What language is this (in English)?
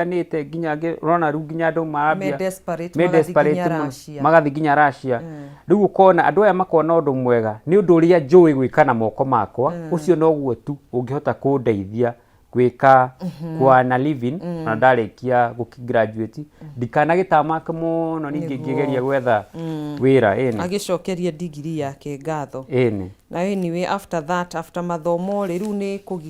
Kikuyu